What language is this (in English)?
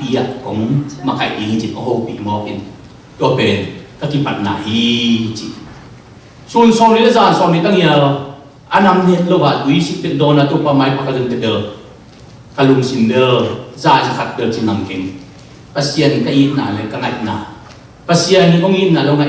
Tedim Chin